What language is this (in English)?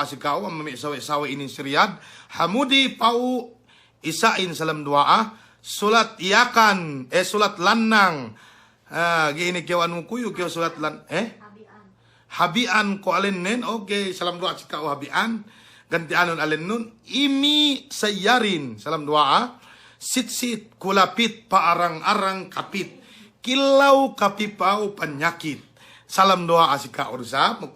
Yakan